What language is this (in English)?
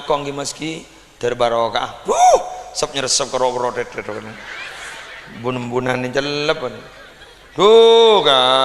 Madurese